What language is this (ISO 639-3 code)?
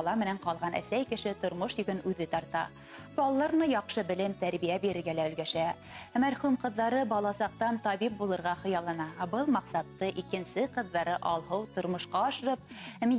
bak